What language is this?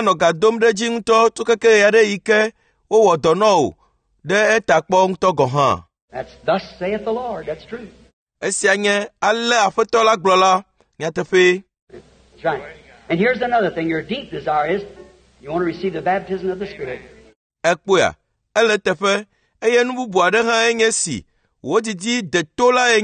Ewe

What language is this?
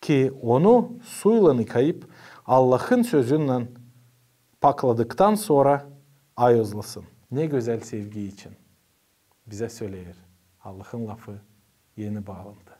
Gagauz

